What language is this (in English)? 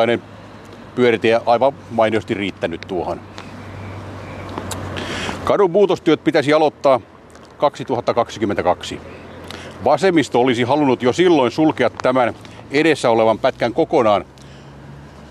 Finnish